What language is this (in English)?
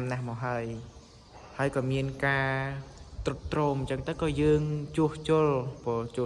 Khmer